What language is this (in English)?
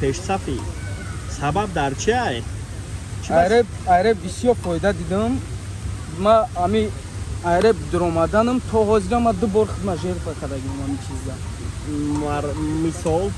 Tajik